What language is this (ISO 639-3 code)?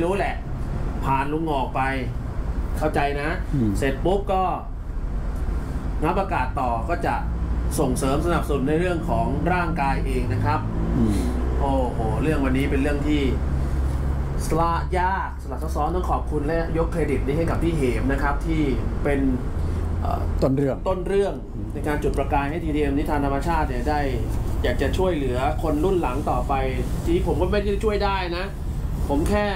tha